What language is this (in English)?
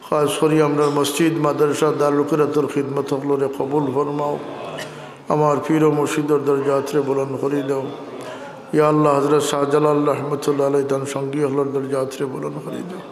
Sylheti